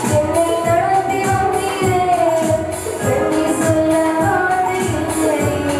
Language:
Tamil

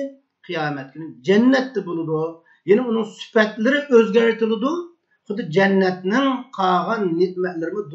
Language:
Uyghur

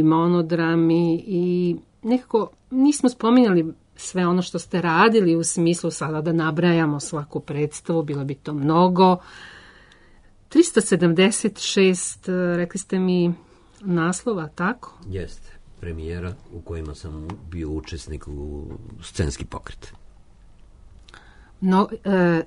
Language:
Serbian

